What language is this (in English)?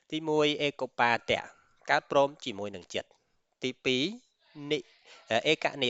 Khmer